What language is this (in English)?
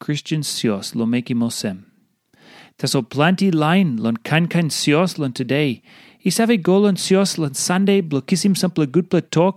Tok Pisin